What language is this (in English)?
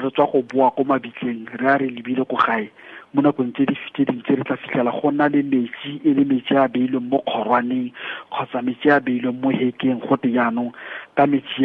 Tswana